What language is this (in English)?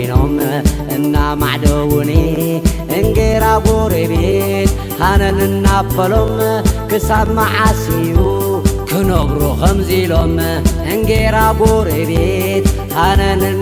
Tigrinya